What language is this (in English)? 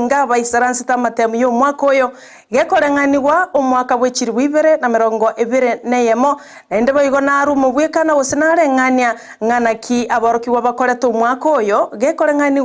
Gusii